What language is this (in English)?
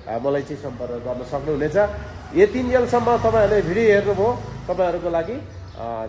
Nepali